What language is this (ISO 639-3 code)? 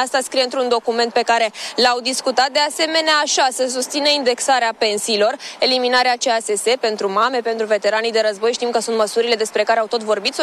ron